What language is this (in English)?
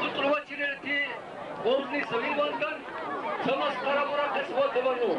Dargwa